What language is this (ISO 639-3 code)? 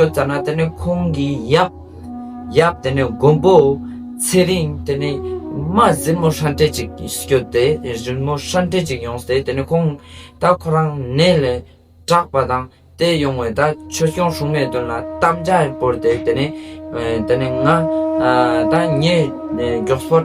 lbj